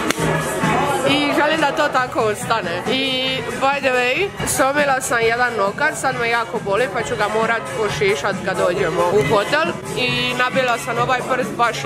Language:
Croatian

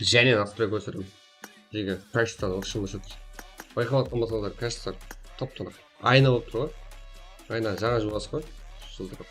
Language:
Kara-Kalpak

